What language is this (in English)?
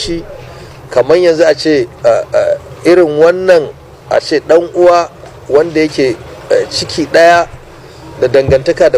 Hausa